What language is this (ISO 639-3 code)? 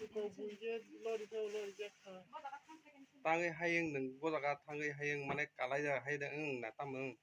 trp